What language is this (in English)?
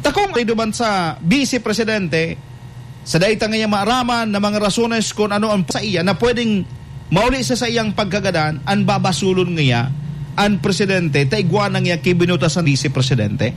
Bikol